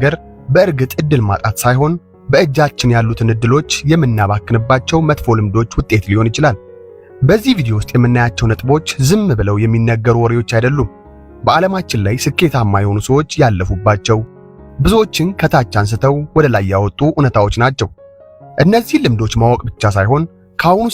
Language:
Amharic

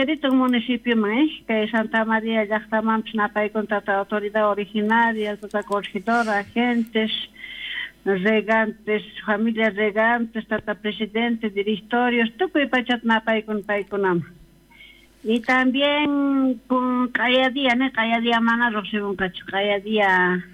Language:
South Bolivian Quechua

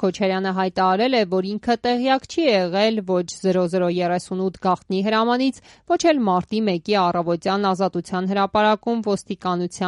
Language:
Armenian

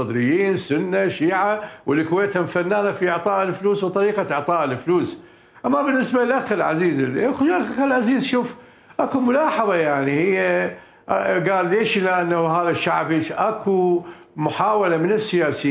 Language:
Mesopotamian Arabic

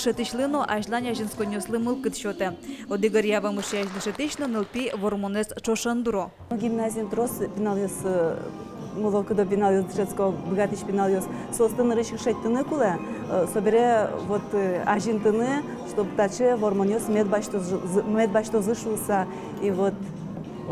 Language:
Udmurt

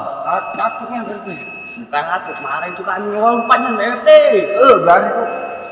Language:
Musi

